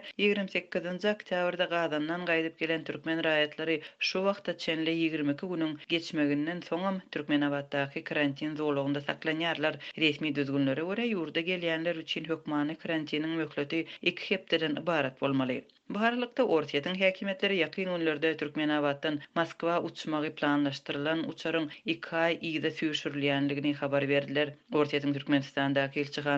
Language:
Turkmen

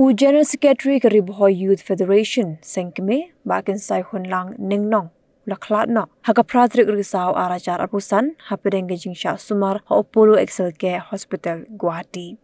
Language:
Khasi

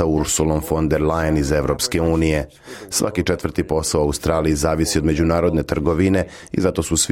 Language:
Serbian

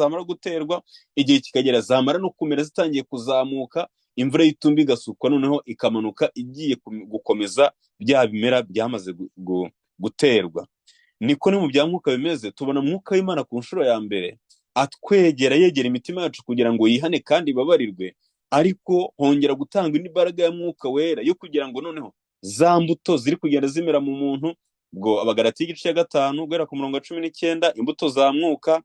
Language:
Kinyarwanda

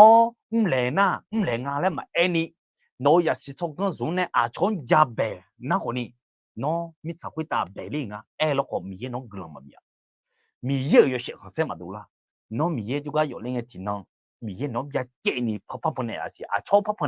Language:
Akha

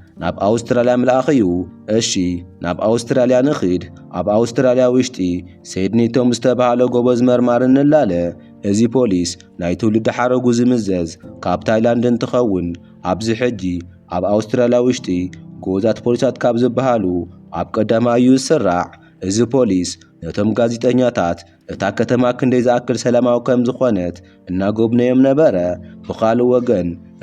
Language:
Tigrinya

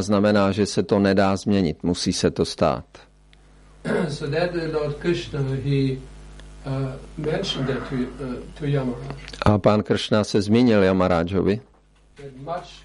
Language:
Czech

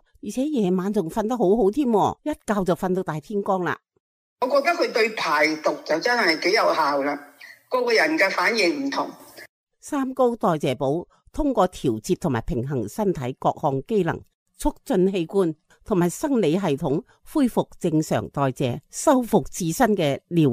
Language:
Cantonese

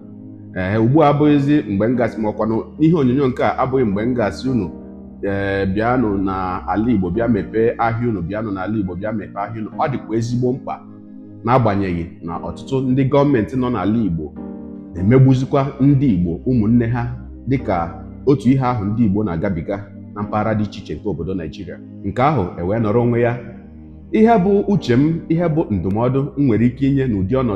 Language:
Igbo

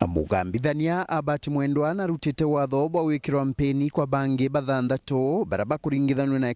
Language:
Meru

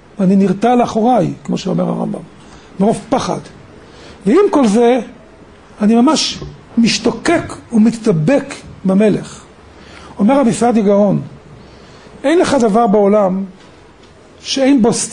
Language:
Hebrew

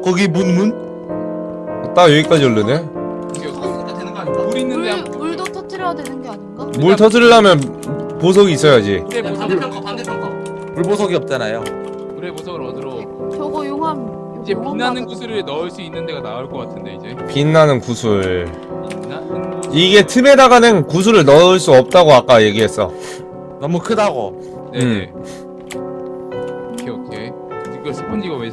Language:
Korean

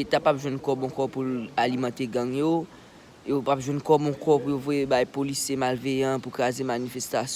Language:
Haitian Creole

